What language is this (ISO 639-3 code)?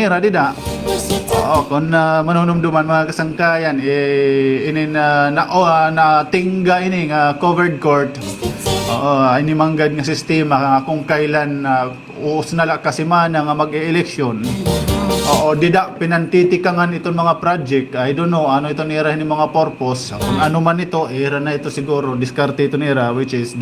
war